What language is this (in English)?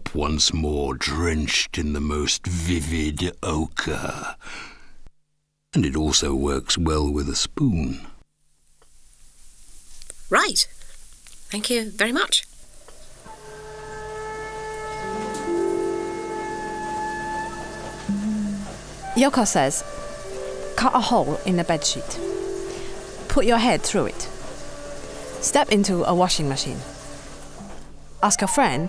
English